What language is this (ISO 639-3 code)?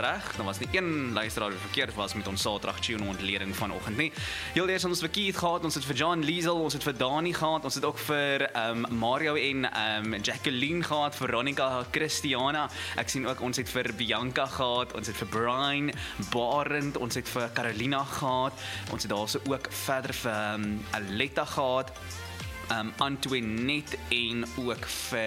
afr